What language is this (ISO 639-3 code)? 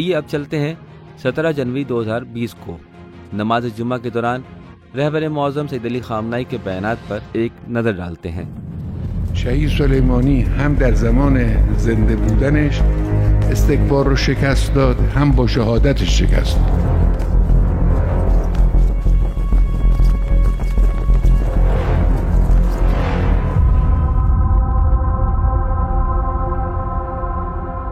urd